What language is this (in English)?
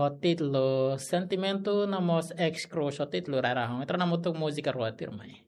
Tetum